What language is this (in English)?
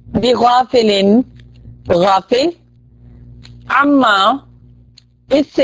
Urdu